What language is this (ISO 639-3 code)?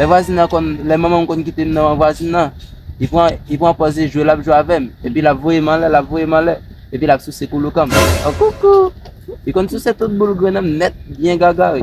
hat